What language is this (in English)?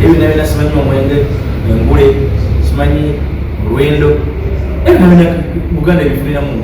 Ganda